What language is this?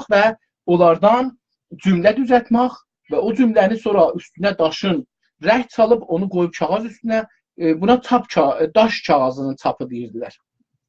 South Azerbaijani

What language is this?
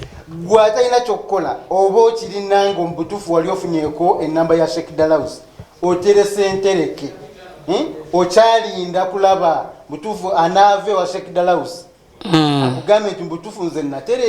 Ganda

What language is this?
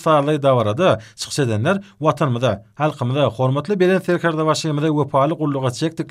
Turkmen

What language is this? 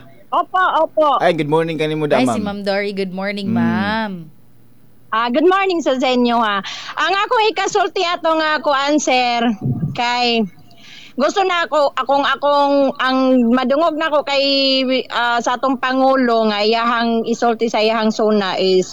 Cebuano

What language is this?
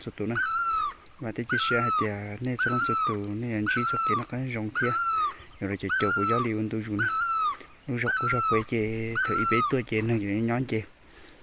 Hmong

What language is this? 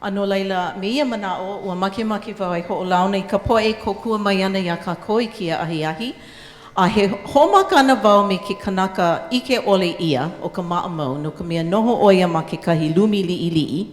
Hawaiian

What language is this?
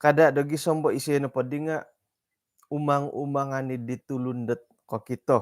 Central Dusun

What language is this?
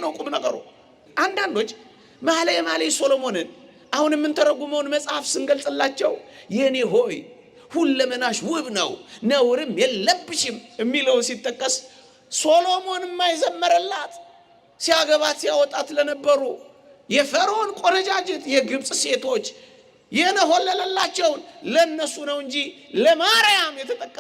Amharic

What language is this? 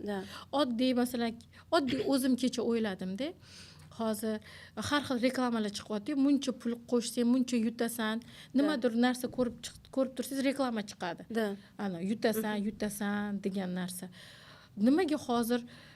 Uzbek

